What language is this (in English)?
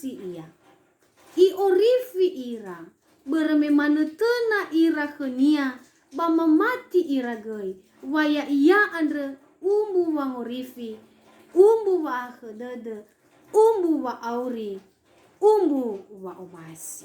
Nias